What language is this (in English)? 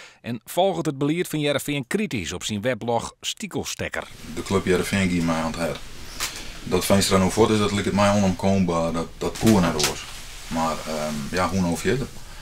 Western Frisian